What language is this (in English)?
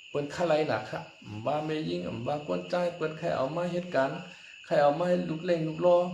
Shan